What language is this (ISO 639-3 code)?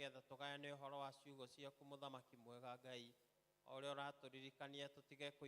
kik